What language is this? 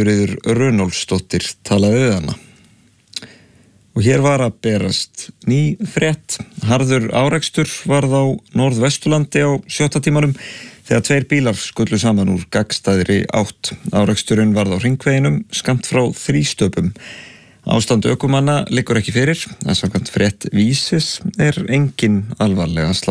Icelandic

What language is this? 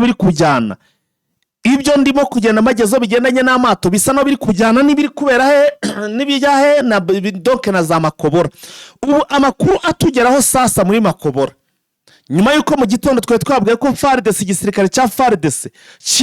Kinyarwanda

